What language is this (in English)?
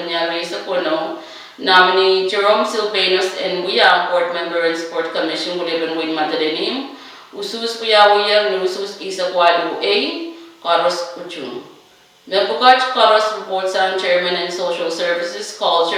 Pohnpeian